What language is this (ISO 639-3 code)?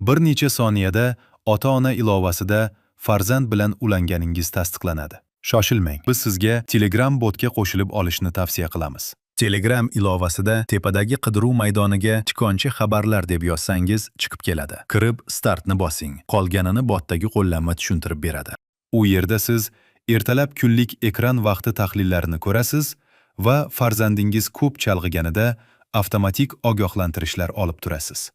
uzb